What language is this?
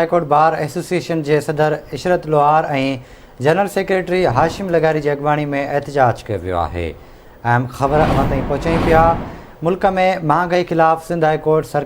Sindhi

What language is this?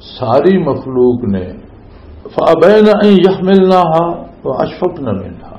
Western Panjabi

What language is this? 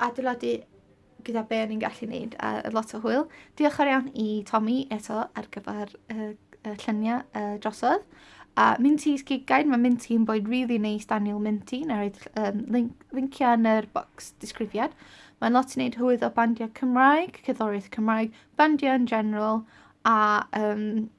Welsh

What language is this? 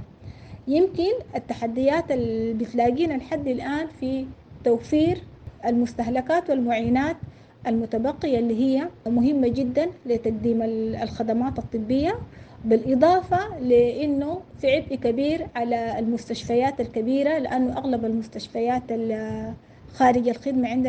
Sudanese Arabic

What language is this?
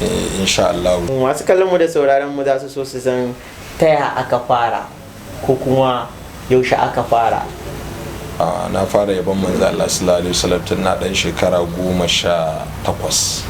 Hausa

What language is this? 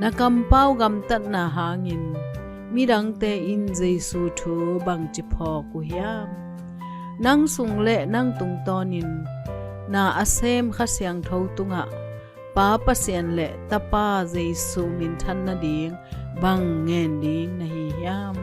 Tedim Chin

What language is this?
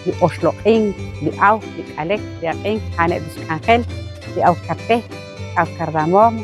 Kekchí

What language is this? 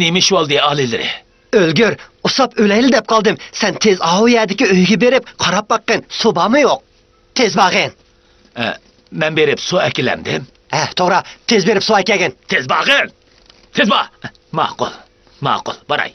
Uyghur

